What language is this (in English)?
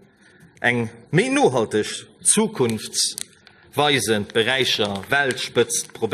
Luxembourgish